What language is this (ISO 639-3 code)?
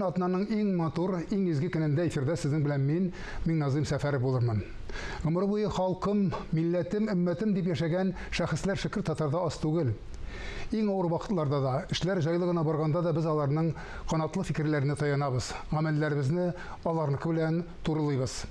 tat